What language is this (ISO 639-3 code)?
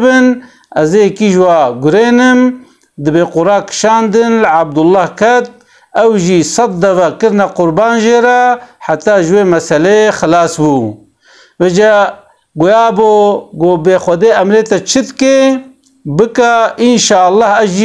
kur